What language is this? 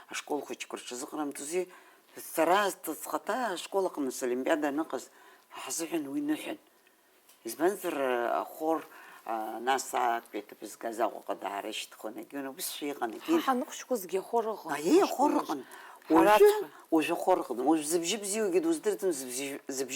Abkhazian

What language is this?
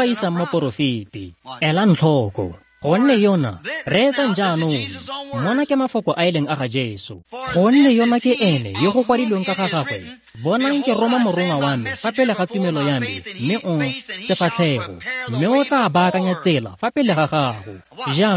Tswana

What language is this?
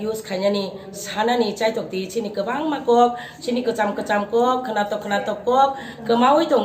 Kok Borok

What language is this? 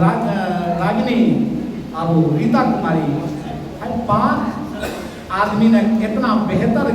Angika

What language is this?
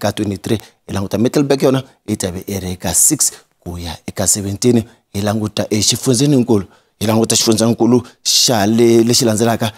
Tsonga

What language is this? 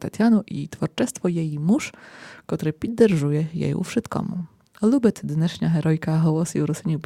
Rusyn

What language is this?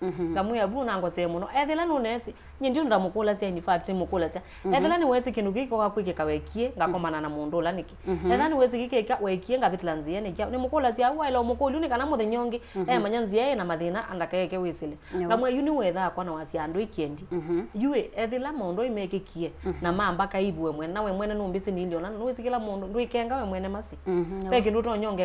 Kamba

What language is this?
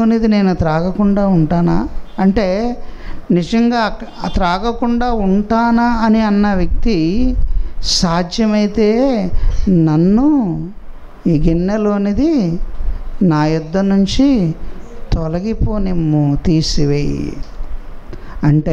Telugu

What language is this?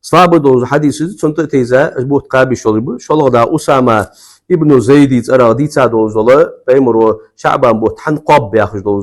Ingush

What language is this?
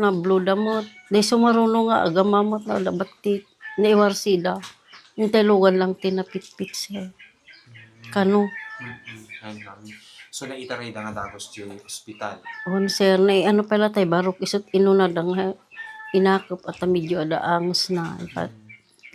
Iloko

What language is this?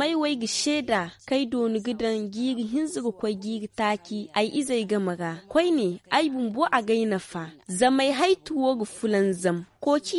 Zarma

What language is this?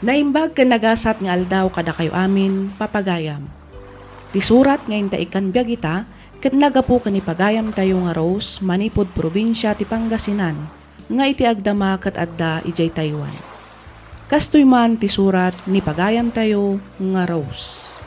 Iloko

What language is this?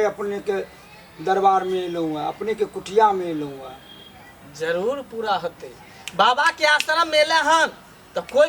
Maithili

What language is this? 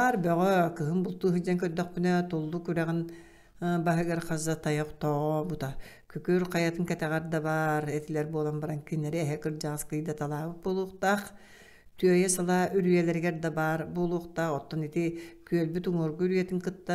Yakut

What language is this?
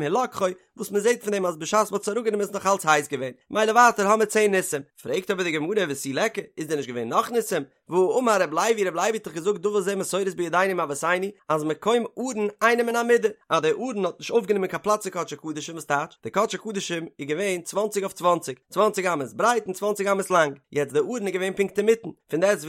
Yiddish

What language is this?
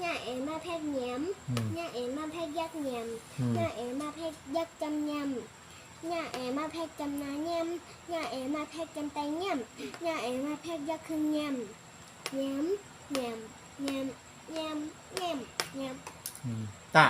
Shan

